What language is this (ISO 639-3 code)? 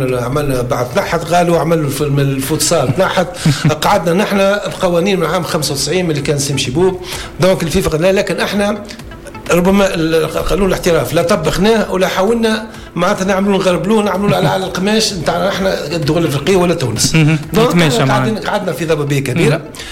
aeb